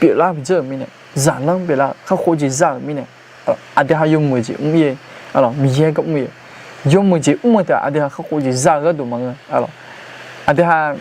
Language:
Akha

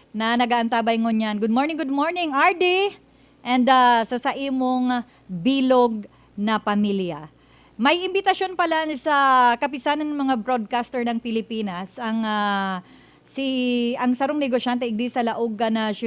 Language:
Bikol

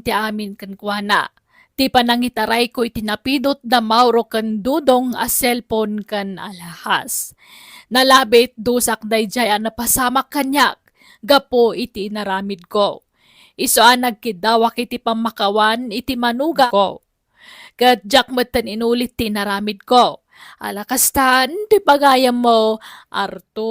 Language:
Iloko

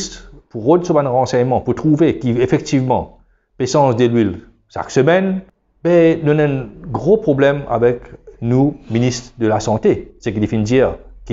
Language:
Morisyen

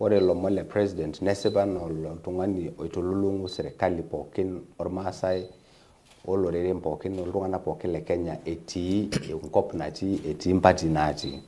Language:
Masai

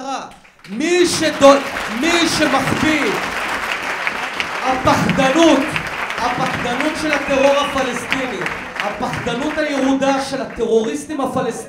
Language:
Hebrew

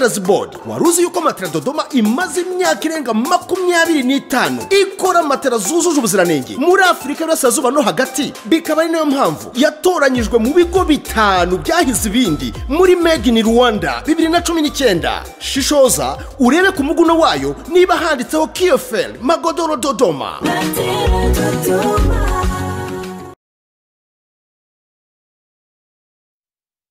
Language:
Kinyarwanda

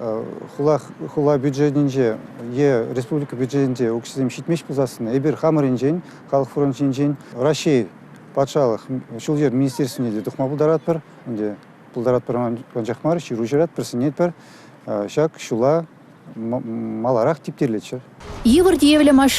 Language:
Chuvash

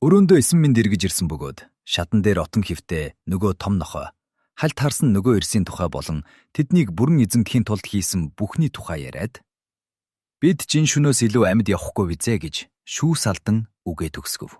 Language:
Mongolian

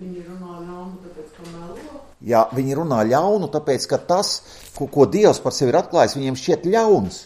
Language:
Latvian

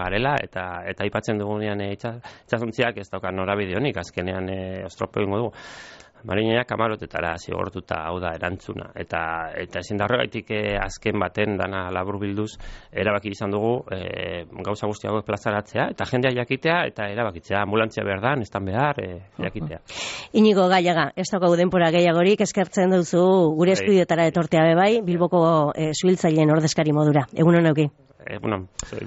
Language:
Basque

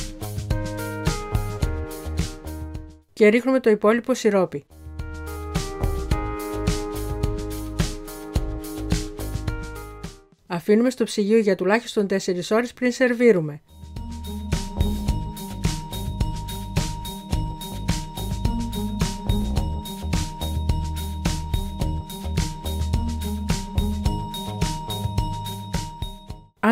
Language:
Greek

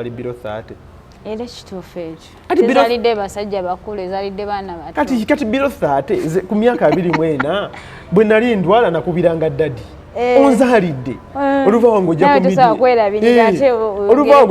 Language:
Ganda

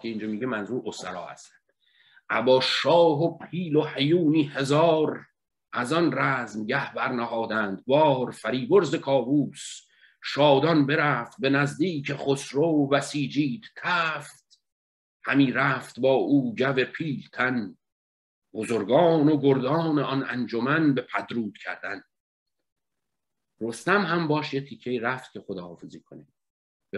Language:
Persian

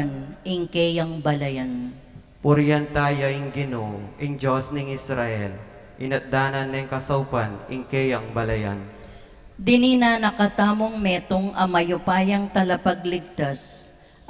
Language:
Pampanga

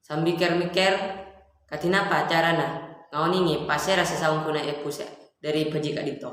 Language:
Madurese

